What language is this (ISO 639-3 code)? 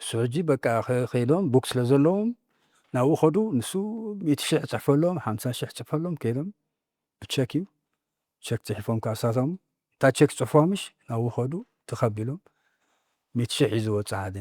tir